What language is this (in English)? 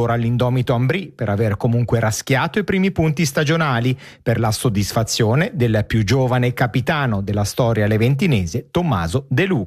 Italian